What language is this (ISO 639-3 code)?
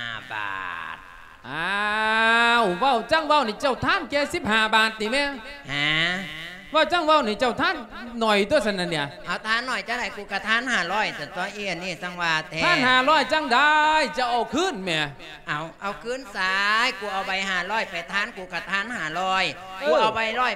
lao